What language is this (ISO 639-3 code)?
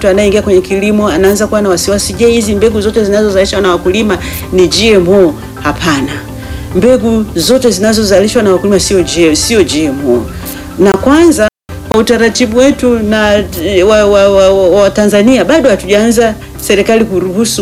swa